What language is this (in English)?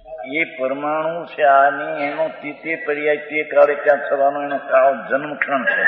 Gujarati